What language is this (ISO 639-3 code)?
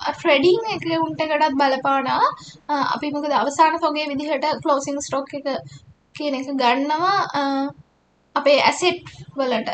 sin